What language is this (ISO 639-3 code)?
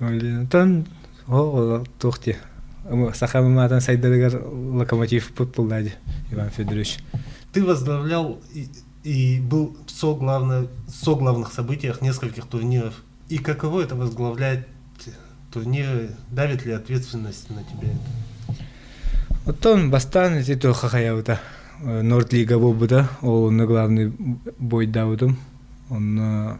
sah